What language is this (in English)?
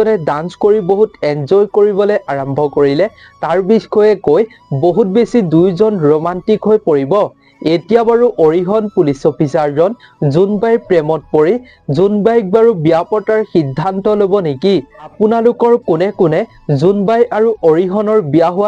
Assamese